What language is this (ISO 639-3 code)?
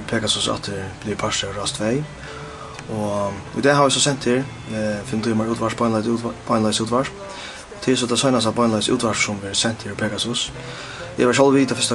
fao